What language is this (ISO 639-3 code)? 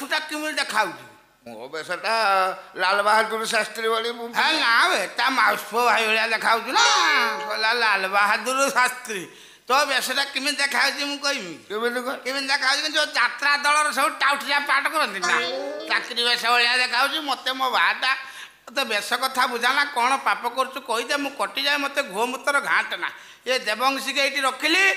ori